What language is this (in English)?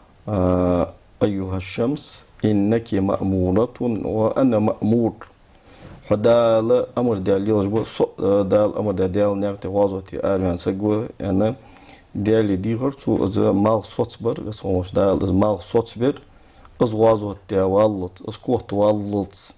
Ingush